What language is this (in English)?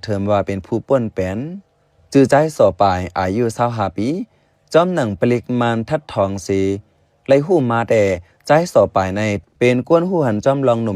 Shan